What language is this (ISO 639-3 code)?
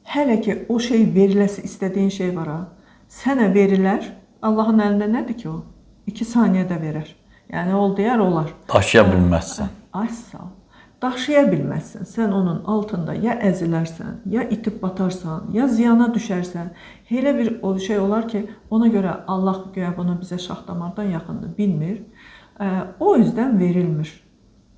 aze